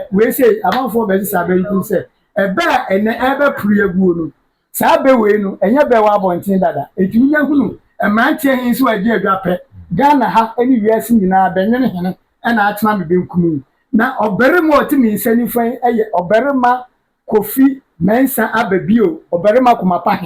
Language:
Akan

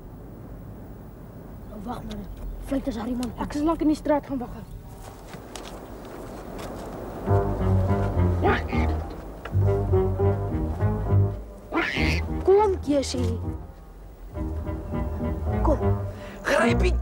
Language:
Afrikaans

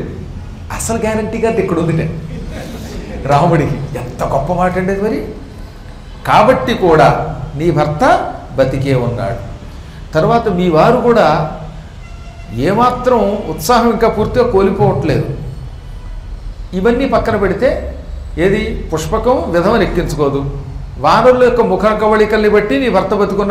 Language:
Telugu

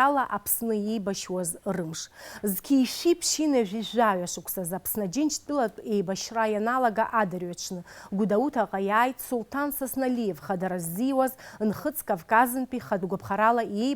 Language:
Abkhazian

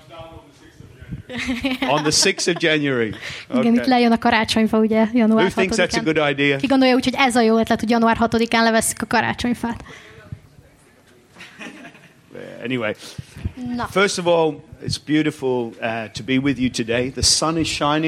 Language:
Hungarian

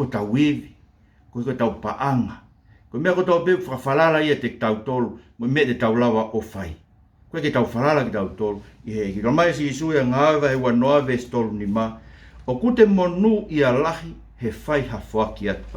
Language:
Tongan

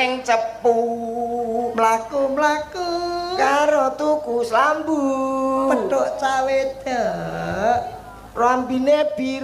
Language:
Javanese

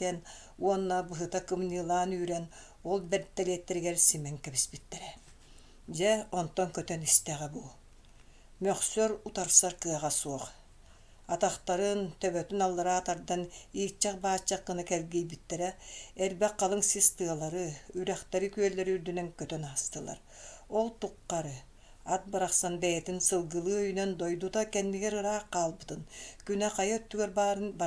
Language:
Yakut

